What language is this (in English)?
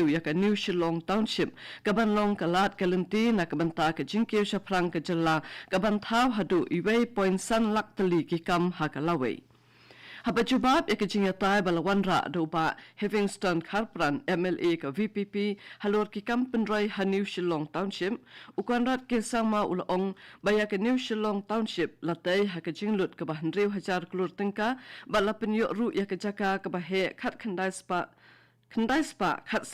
Khasi